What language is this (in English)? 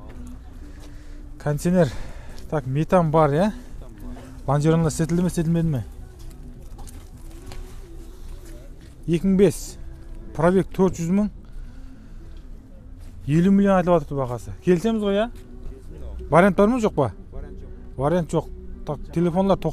Kazakh